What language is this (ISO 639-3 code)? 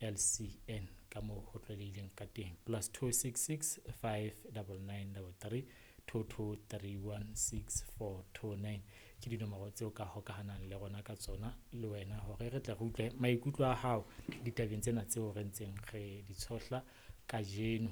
sot